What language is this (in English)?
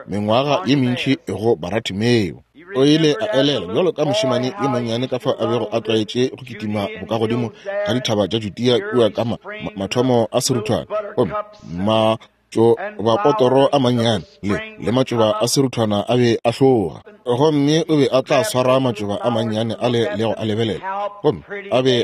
Northern Sotho